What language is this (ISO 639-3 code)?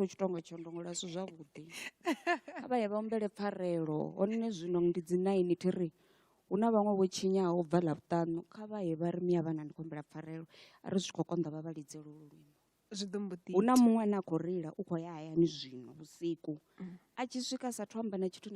ven